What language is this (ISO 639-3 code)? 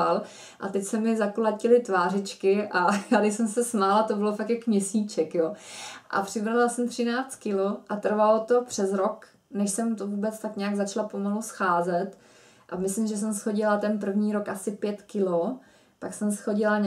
ces